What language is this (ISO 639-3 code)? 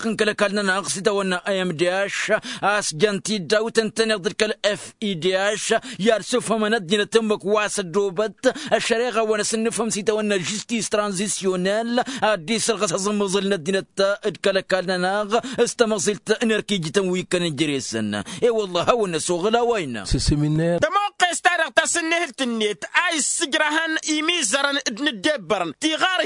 taq